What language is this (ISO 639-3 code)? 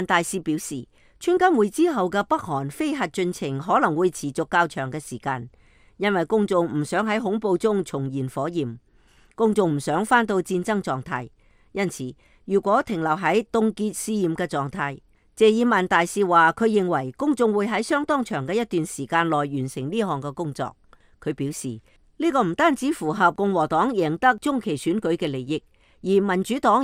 yue